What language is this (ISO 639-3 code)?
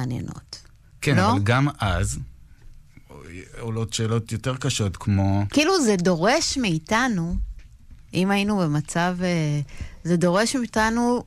heb